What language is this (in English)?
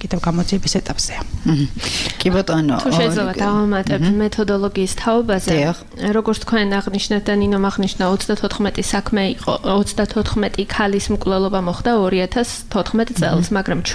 Georgian